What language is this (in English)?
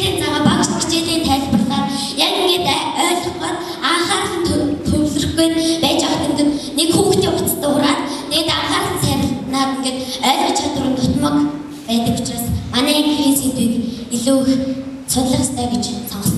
Mongolian